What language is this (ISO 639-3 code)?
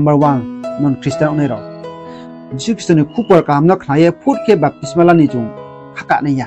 ria